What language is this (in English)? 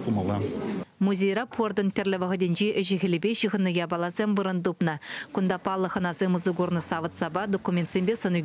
Chuvash